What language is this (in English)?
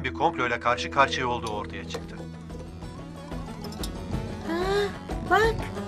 Turkish